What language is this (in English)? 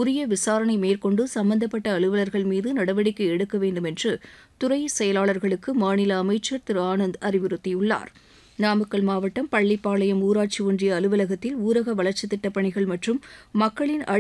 Tamil